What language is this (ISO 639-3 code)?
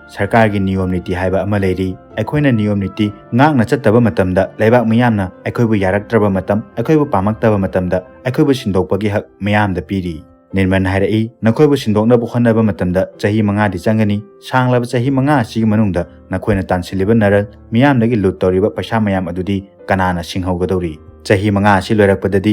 mni